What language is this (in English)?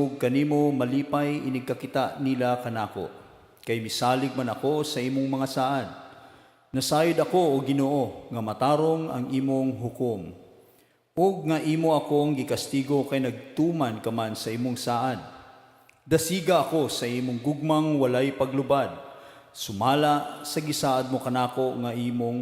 Cebuano